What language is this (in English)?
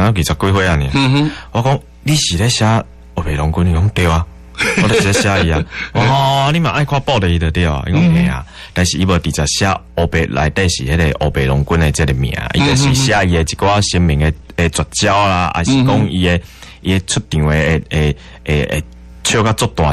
Min Nan Chinese